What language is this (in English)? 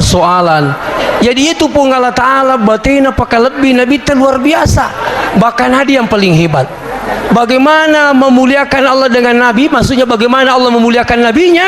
Buginese